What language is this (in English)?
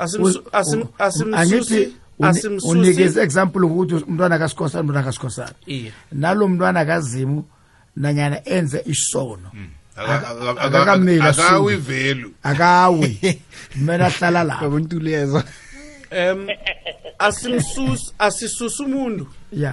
South Ndebele